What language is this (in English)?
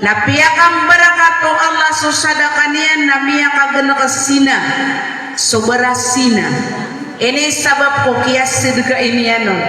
Maranao